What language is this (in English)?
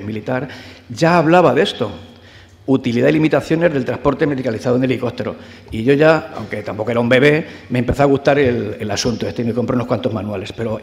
Spanish